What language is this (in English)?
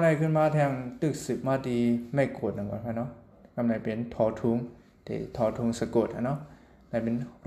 Shan